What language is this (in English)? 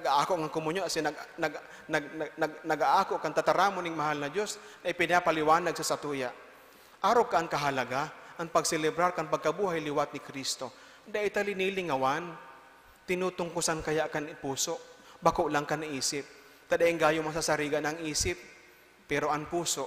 Bikol